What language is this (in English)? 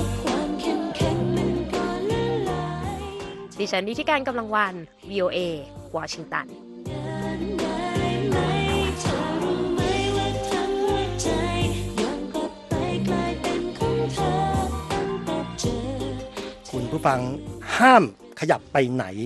Thai